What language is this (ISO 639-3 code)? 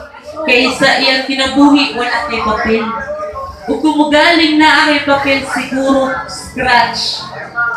ceb